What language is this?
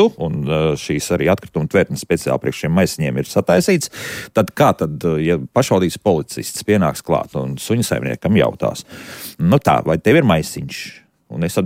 Latvian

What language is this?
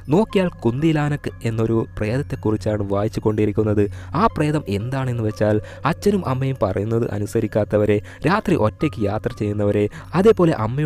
Malayalam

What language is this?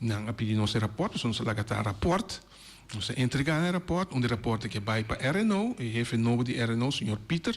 Papiamento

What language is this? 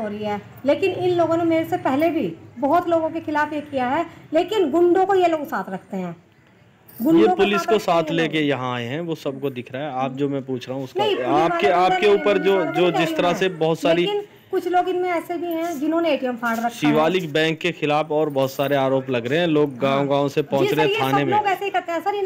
Hindi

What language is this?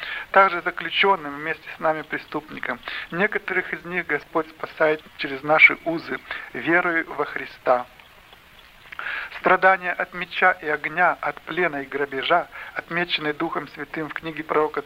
Russian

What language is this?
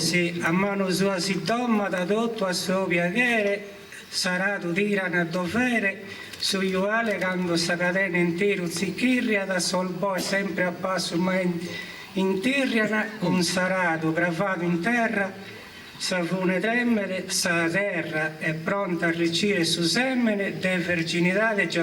Sardinian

